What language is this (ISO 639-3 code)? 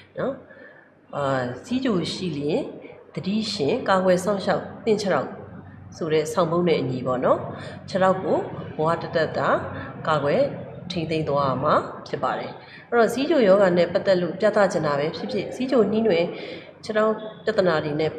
mya